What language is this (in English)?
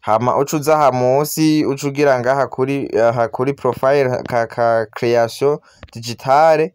Rundi